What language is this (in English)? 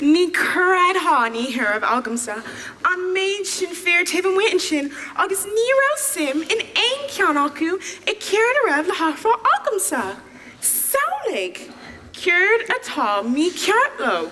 Irish